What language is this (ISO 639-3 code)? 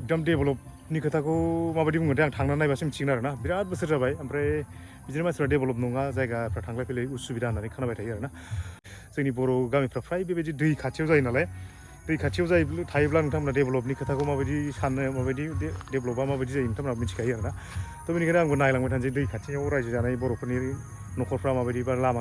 brx